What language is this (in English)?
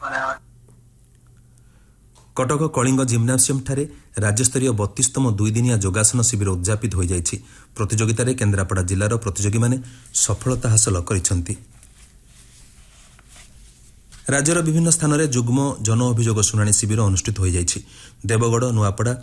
Odia